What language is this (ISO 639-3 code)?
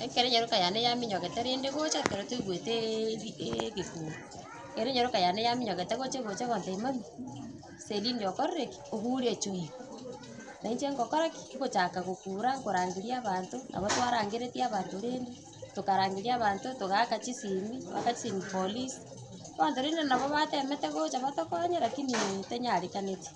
guz